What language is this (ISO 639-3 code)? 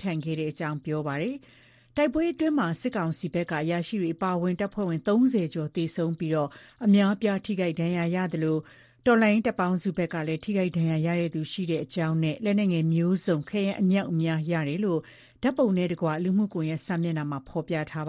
mya